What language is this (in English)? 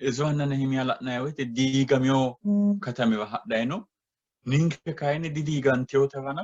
Sidamo